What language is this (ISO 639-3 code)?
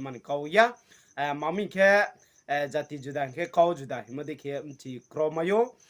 ria